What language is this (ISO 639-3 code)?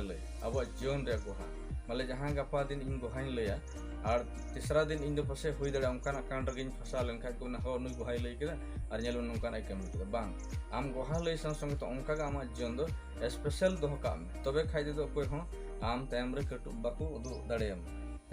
sat